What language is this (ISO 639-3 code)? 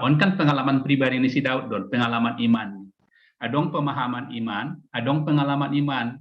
bts